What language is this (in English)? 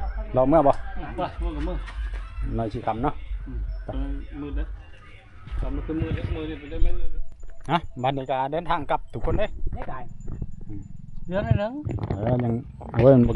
Northeastern Thai